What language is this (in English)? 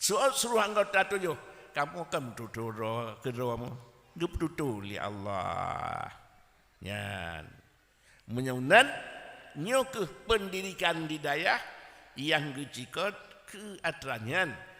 Achinese